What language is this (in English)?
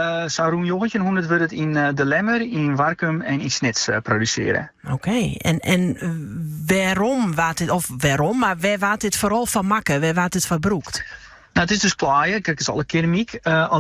Western Frisian